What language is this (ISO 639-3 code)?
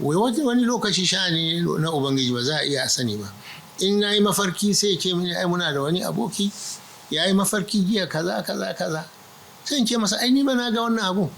hau